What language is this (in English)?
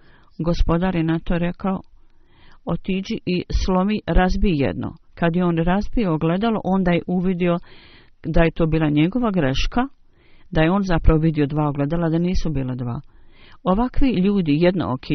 Bosnian